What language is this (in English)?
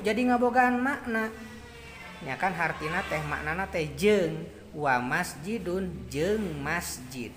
Sundanese